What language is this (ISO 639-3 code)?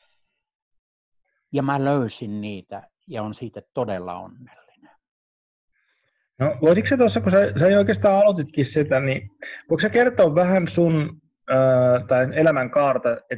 fin